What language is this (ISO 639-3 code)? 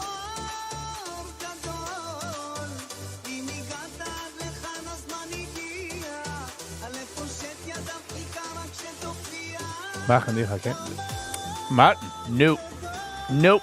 yid